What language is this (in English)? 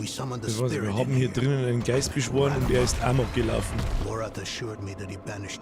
Bavarian